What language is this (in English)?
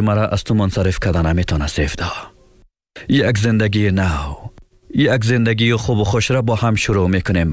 Persian